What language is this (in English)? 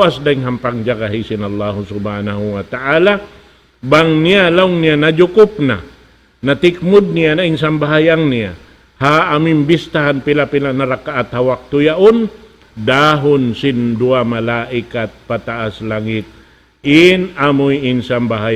Tausug